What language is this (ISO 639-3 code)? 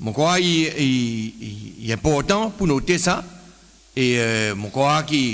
crs